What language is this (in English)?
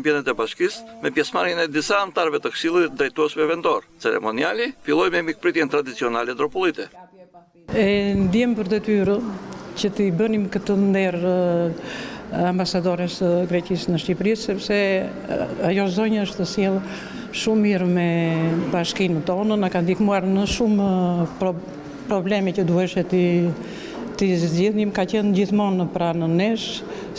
Albanian